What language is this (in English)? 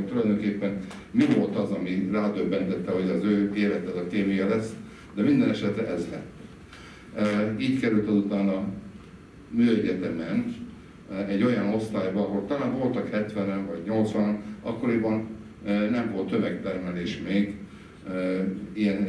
Hungarian